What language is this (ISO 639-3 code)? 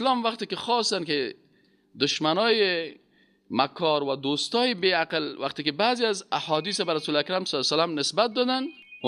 fas